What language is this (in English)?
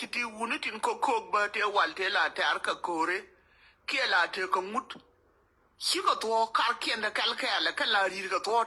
Nuer